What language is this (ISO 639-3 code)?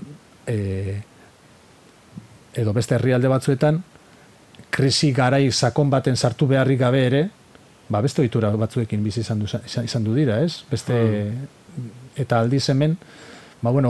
eus